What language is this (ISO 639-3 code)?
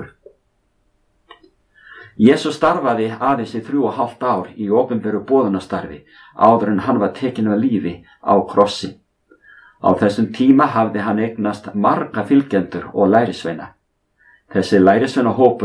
isl